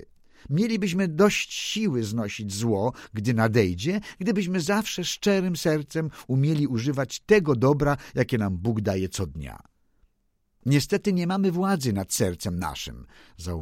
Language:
Polish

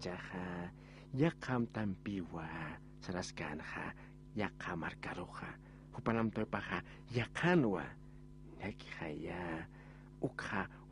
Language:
Aymara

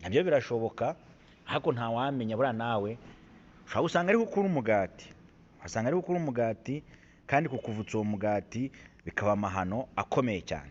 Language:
Kinyarwanda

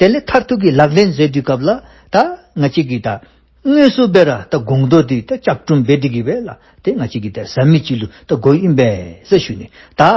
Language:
Dzongkha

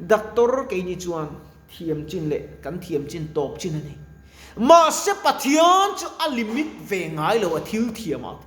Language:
Mizo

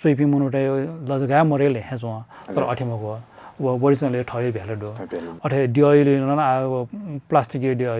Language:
Newari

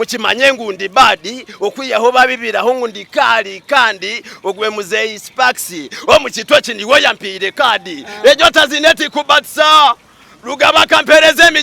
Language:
Nyankole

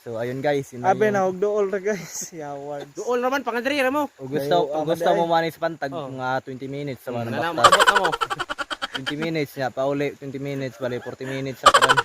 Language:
Cebuano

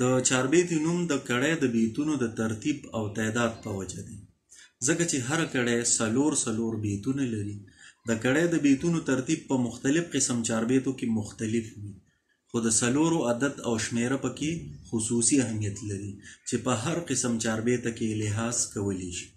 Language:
Pashto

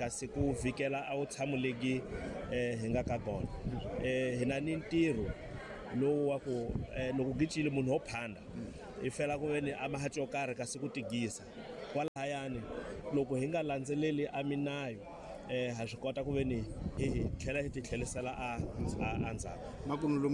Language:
Tsonga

